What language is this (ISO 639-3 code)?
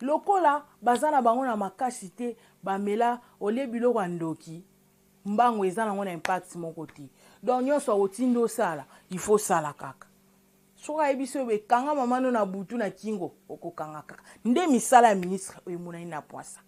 lin